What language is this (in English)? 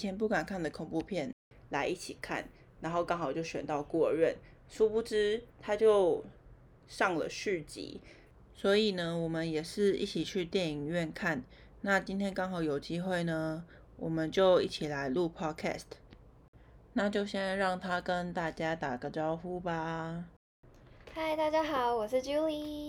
Chinese